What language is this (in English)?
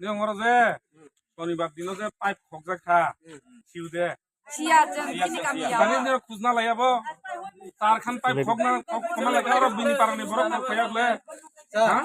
Kok Borok